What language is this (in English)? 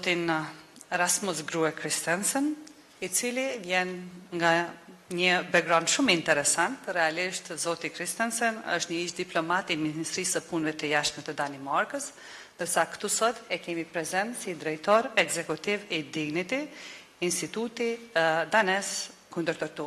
Albanian